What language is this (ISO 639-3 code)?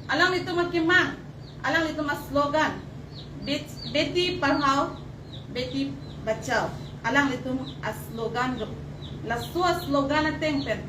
mjw